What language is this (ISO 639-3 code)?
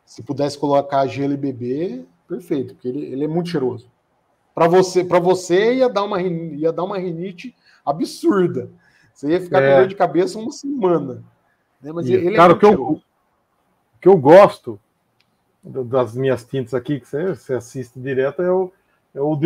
por